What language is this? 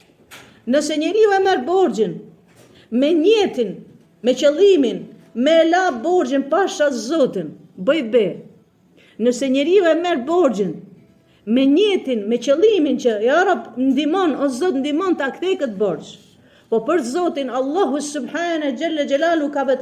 Albanian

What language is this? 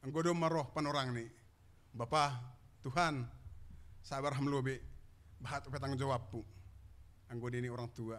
Batak Simalungun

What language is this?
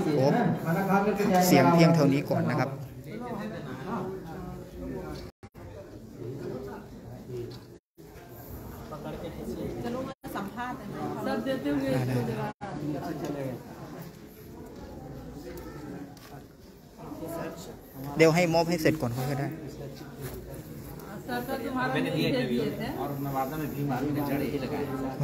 Thai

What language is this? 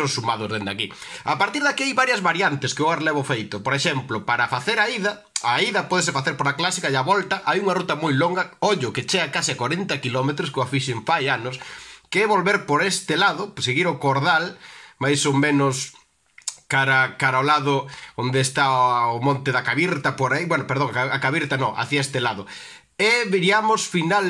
Galician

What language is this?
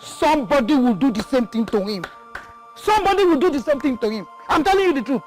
Nigerian Pidgin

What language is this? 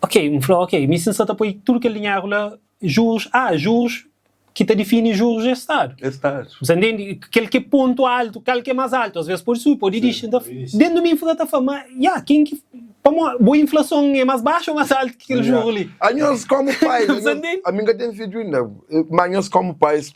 Kabuverdianu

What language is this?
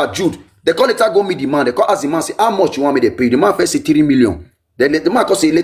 Nigerian Pidgin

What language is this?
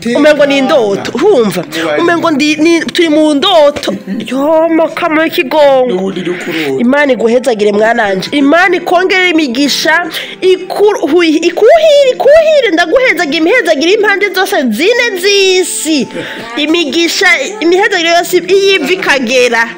Rundi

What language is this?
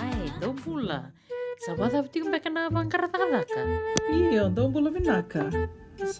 Fijian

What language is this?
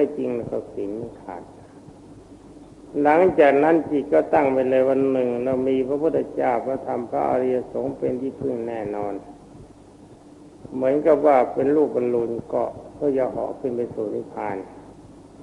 Thai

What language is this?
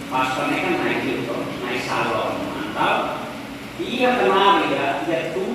Tetum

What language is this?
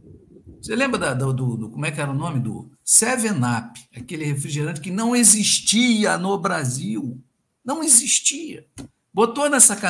Portuguese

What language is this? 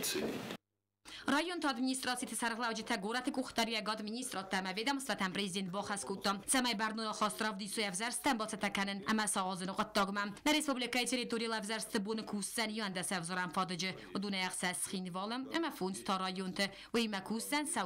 Ossetic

